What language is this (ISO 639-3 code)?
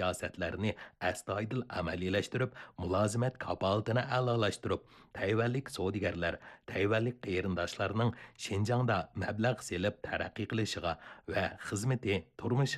uig